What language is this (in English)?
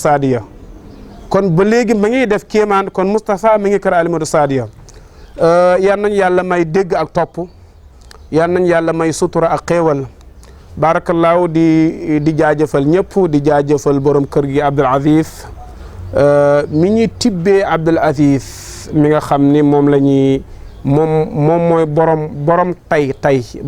Wolof